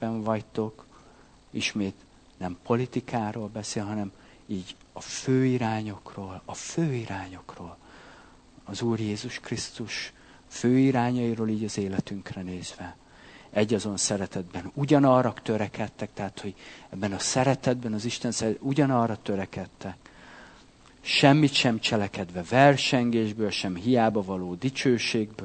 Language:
Hungarian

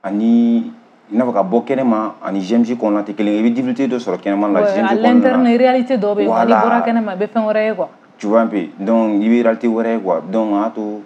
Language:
Bambara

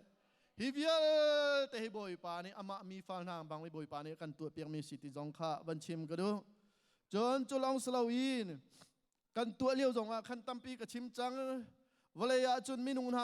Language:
Hakha Chin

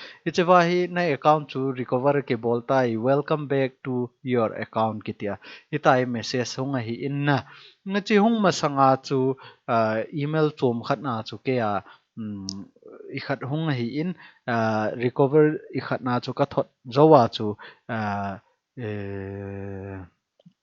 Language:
Thado Chin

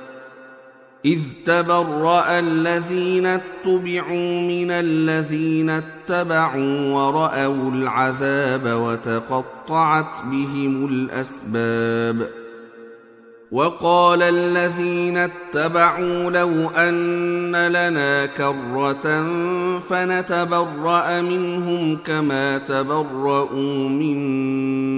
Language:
Arabic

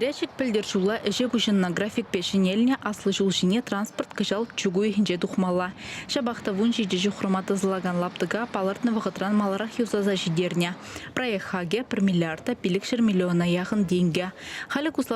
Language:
Chuvash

